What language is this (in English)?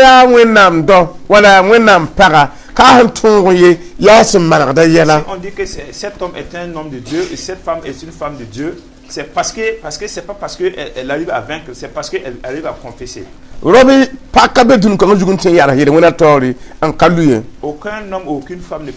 Mossi